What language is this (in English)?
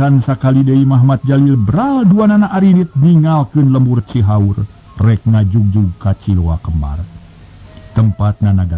Sundanese